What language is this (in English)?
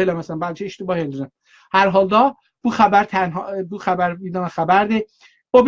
South Azerbaijani